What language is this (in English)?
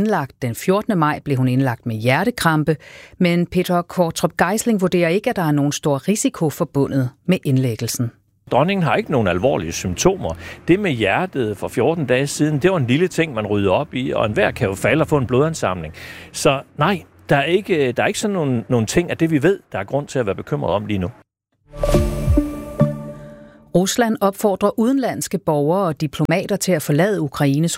Danish